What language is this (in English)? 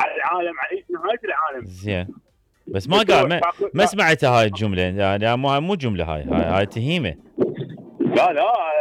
Mesopotamian Arabic